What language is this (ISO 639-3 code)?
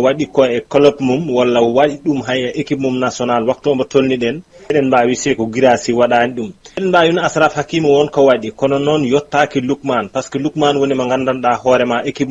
ful